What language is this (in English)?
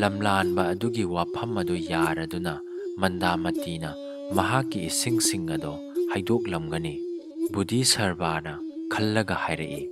Manipuri